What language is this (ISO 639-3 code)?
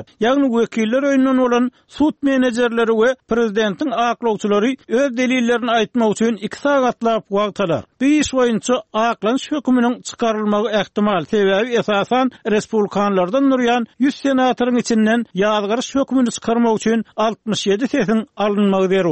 tuk